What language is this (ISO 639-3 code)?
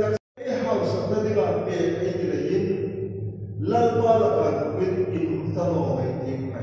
hmr